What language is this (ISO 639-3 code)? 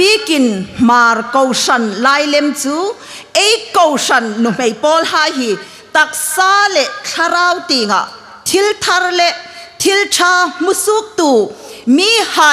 hmr